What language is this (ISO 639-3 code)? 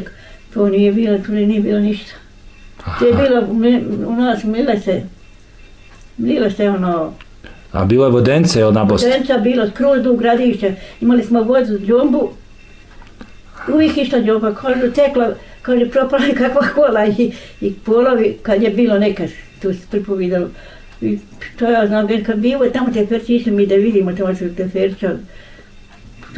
bos